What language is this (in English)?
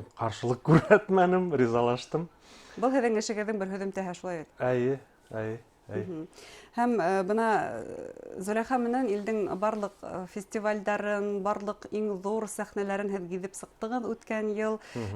Bashkir